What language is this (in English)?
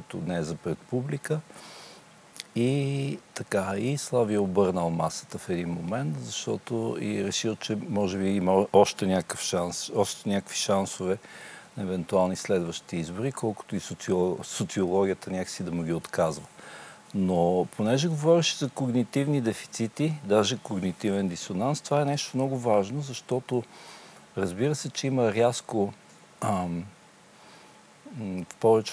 Bulgarian